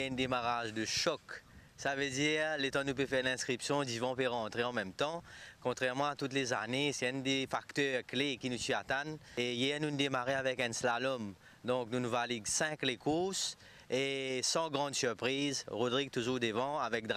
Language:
Morisyen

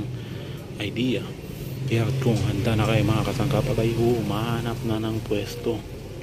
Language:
Filipino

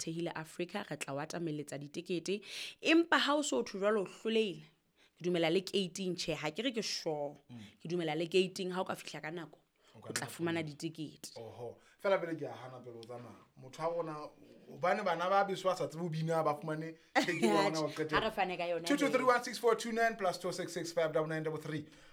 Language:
Southern Sotho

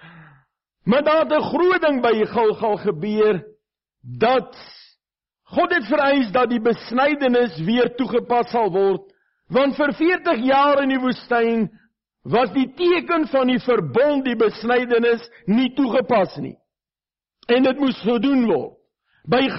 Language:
Afrikaans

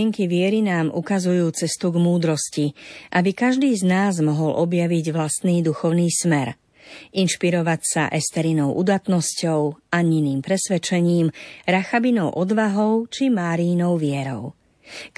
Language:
Slovak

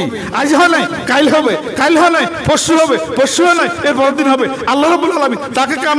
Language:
Bangla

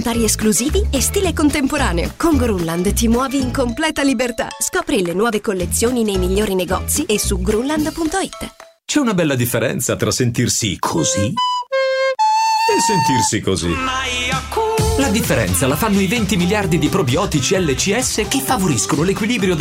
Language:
Italian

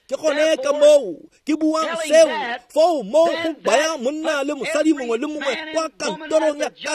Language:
Tswana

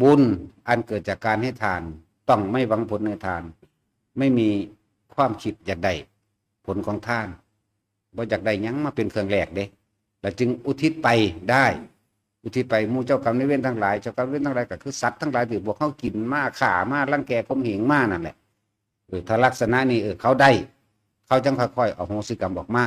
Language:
Northeastern Thai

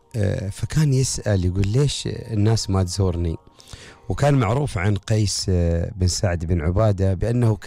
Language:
Gulf Arabic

